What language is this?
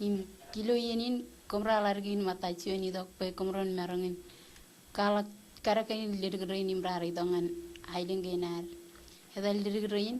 Marshallese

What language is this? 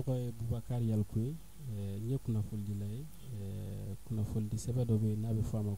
Bambara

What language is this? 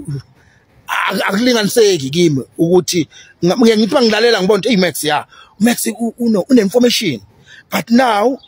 Zulu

